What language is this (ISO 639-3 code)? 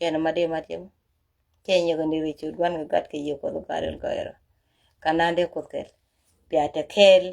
nus